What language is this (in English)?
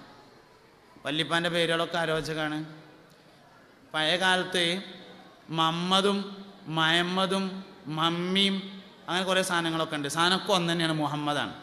Malayalam